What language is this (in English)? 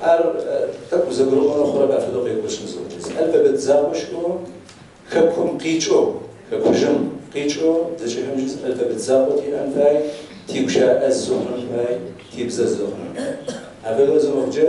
Kabardian